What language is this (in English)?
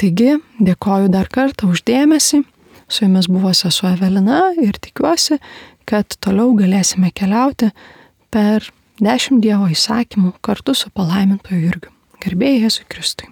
Lithuanian